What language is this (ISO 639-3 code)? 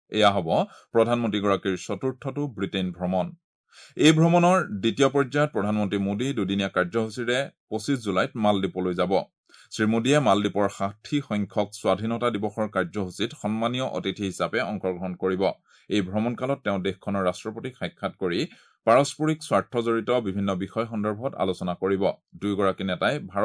asm